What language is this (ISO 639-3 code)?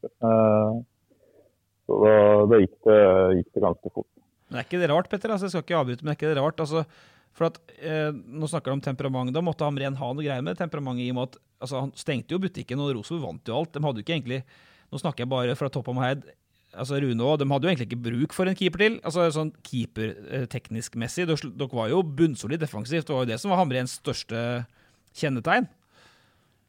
nor